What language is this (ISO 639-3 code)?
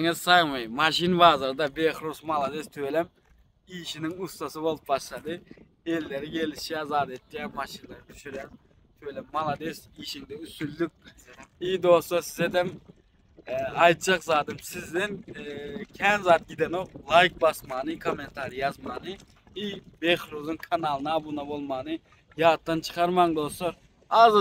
tuk